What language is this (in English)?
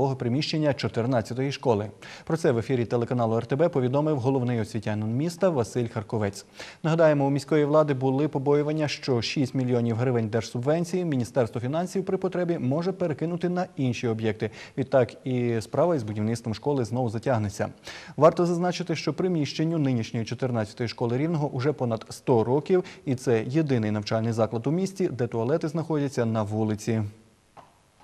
Ukrainian